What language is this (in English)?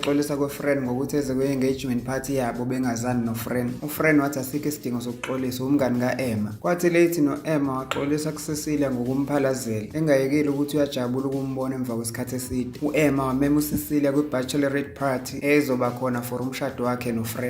Zulu